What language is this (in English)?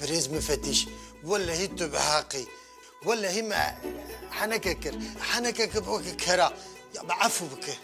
Kurdish